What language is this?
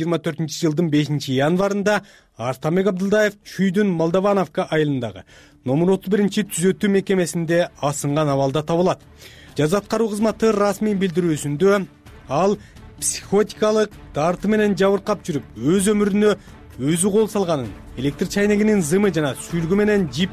Kyrgyz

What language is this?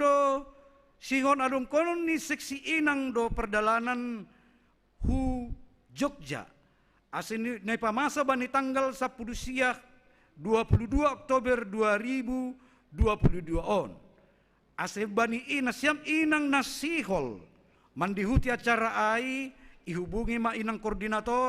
Batak Simalungun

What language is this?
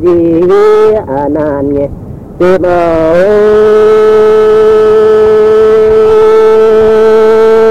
Vietnamese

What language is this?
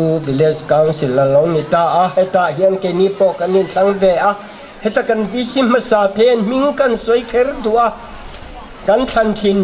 Mizo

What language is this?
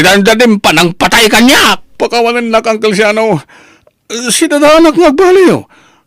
Iloko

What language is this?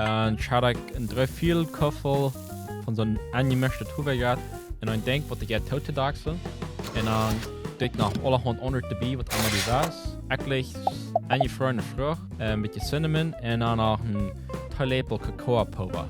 Plautdietsch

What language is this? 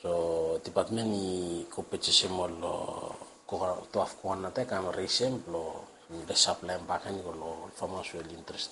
Bislama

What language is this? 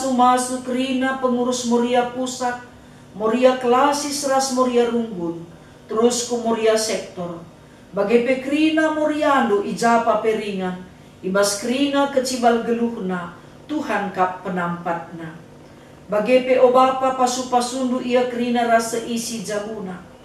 Batak Karo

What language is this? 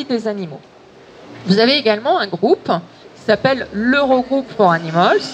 French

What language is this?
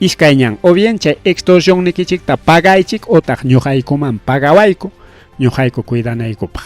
Ayacucho Quechua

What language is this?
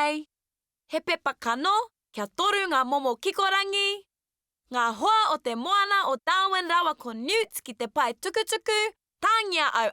Māori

